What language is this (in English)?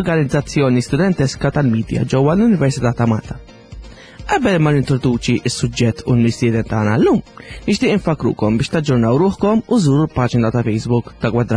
Maltese